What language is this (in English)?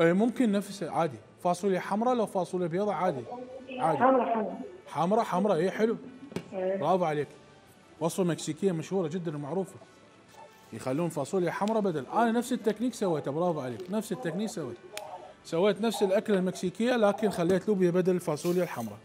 Mesopotamian Arabic